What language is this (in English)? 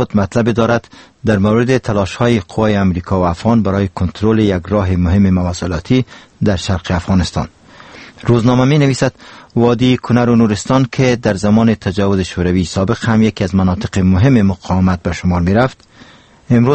Persian